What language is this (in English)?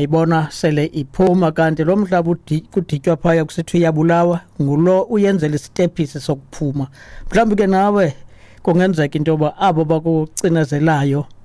Xhosa